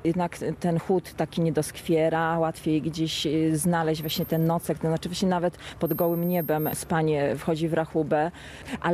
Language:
Polish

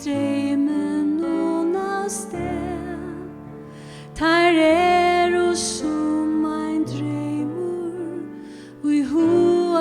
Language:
Faroese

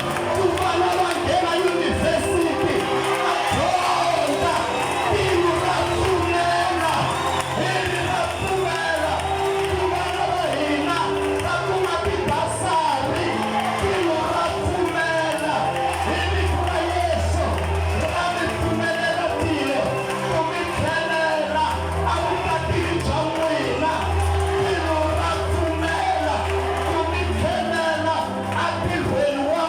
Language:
Tsonga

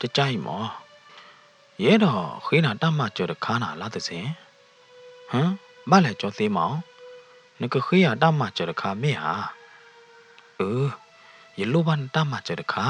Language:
S'gaw Karen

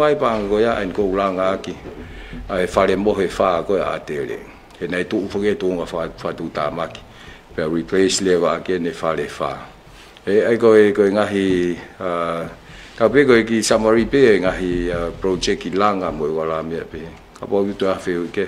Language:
Tongan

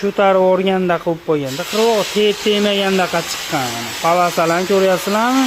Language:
Uzbek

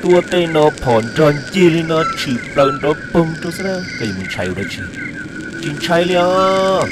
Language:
Hmong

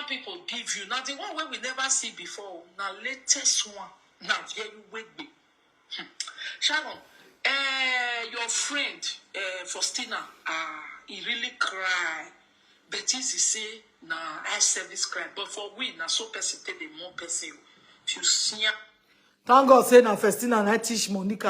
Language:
Nigerian Pidgin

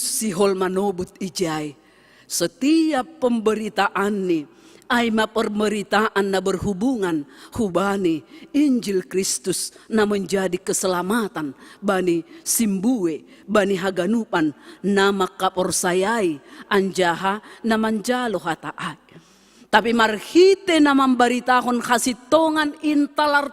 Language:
Batak Simalungun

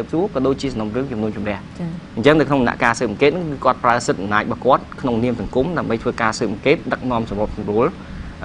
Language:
Khmer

